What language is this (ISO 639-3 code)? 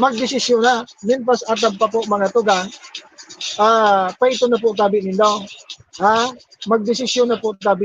bik